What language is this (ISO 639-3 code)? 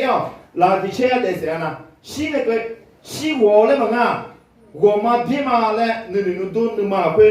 ahk